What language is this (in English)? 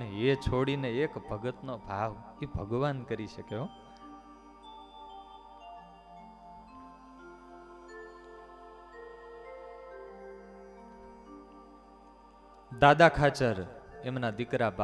Gujarati